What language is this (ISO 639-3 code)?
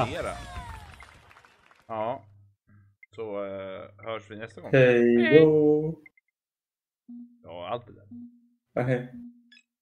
swe